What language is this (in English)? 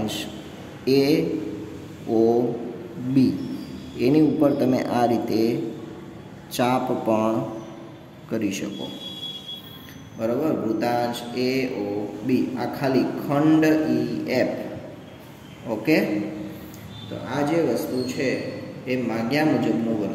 Gujarati